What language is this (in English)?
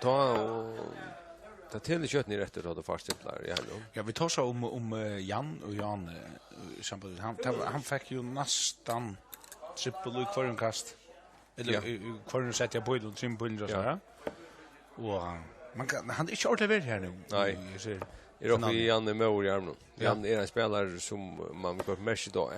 Faroese